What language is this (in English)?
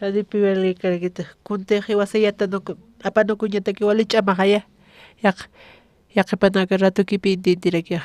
Aymara